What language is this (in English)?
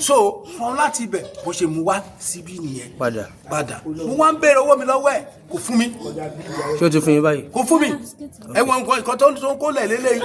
Yoruba